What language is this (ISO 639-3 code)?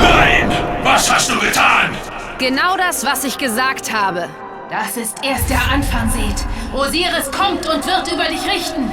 bar